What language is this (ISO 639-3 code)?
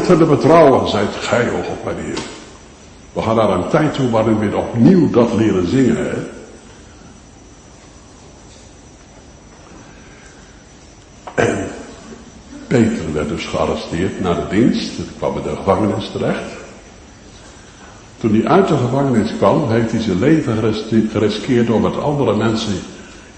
nld